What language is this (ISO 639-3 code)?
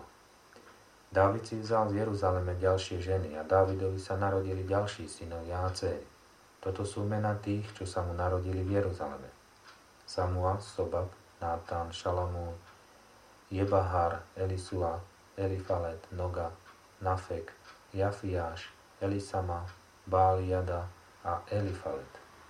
slk